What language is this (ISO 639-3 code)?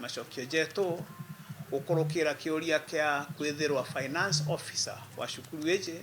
mer